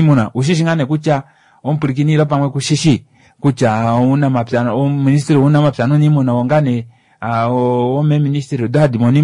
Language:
Kuanyama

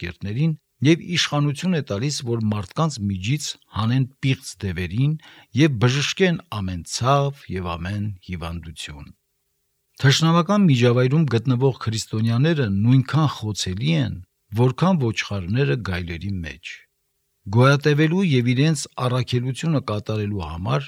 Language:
Armenian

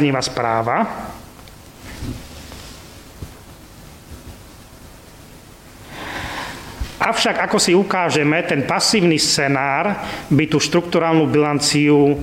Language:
Slovak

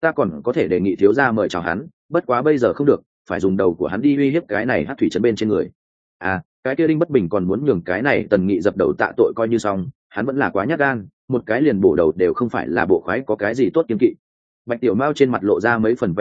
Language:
Vietnamese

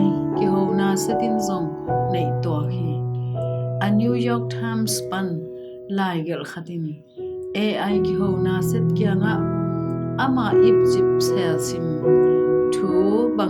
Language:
Tedim Chin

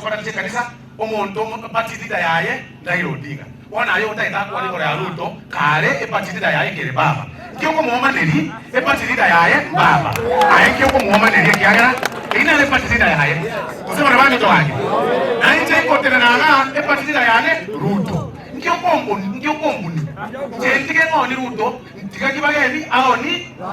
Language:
Gusii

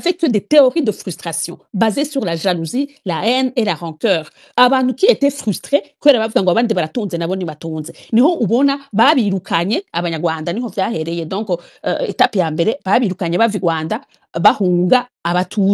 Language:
Rundi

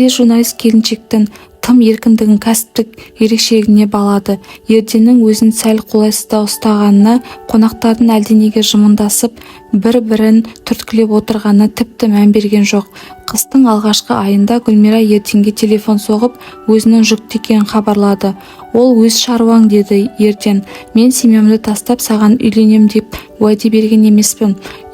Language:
Kazakh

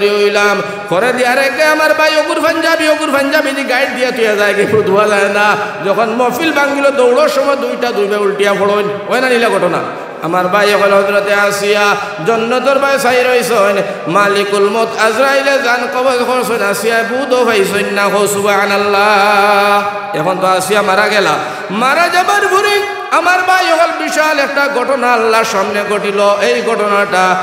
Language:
Sylheti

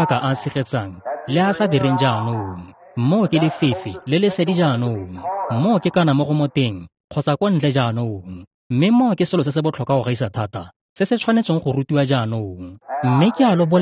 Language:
Tswana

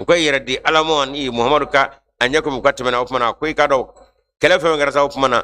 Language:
Bambara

